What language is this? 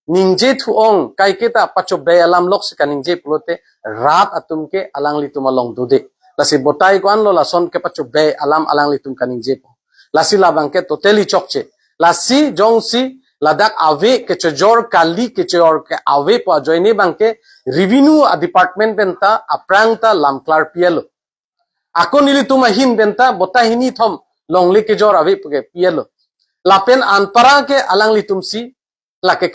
Karbi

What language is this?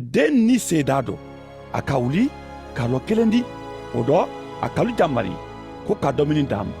Mandingo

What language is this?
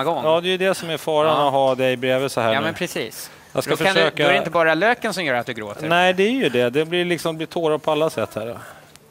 Swedish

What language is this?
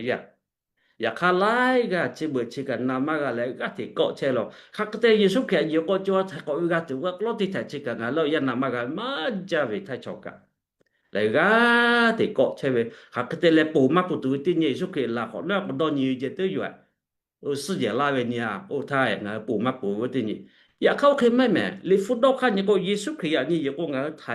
Lahu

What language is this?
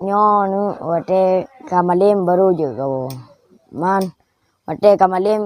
Achinese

